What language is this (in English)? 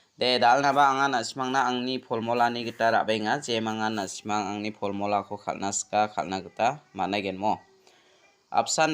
Garo